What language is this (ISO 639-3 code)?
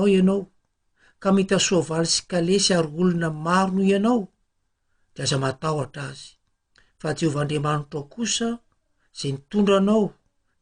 mlg